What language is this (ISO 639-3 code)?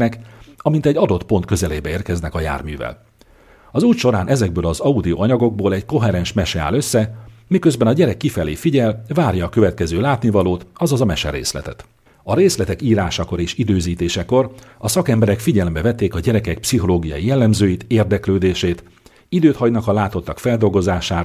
hun